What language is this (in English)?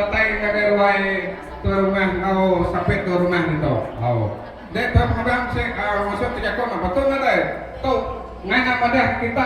Iban